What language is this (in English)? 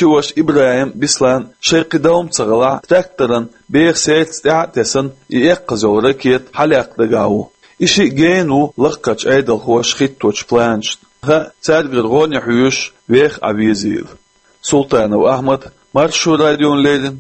Chechen